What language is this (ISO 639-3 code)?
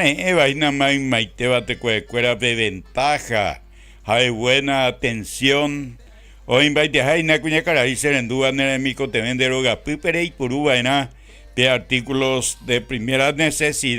grn